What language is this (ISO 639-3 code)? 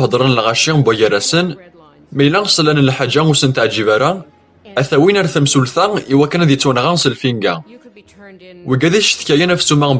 kab